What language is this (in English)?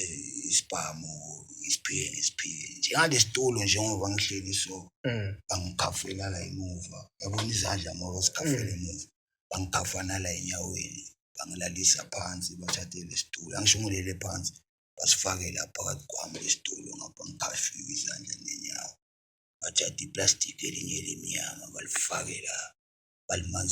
Zulu